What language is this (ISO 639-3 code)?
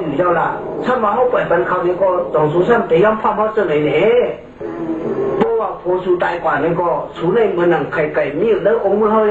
shn